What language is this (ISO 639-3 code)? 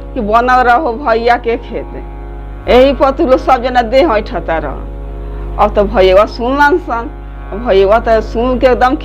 bho